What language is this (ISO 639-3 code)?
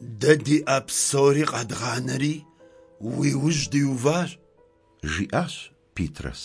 kbd